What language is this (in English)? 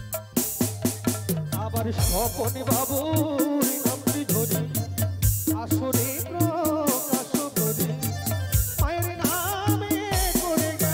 Bangla